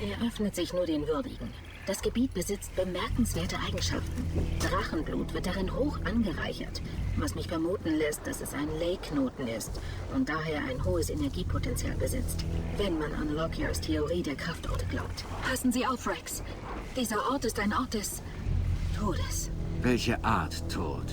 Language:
Bavarian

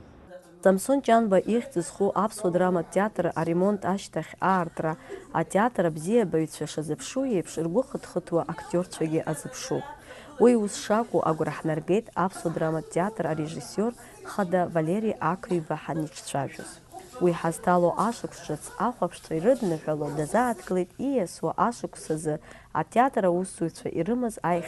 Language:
Abkhazian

